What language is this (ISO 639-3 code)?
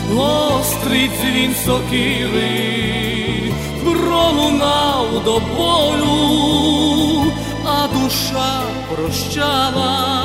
ukr